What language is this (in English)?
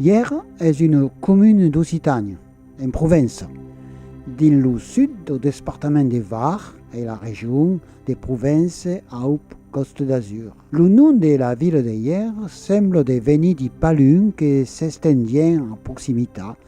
Occitan